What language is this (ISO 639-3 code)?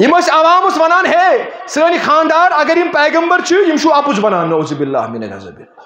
kas